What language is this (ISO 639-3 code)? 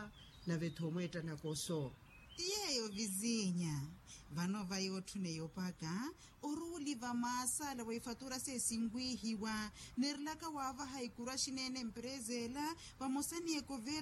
vmw